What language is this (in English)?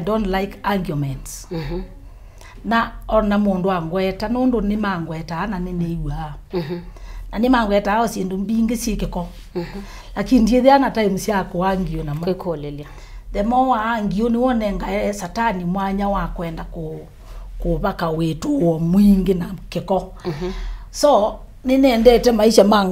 Kamba